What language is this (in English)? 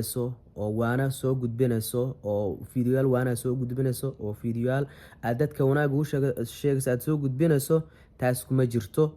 Somali